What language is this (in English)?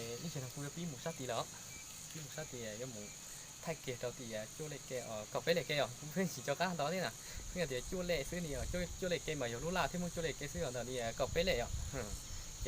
Hmong